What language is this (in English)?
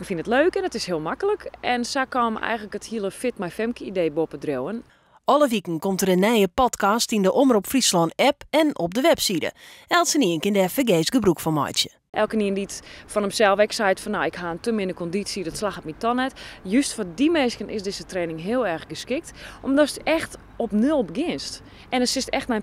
Western Frisian